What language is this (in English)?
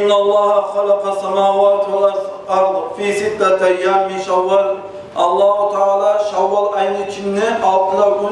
Kumyk